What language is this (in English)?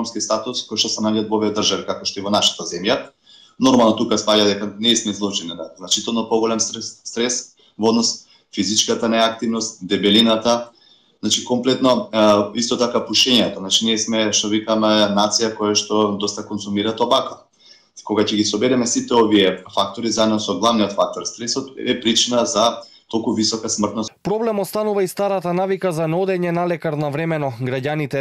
Macedonian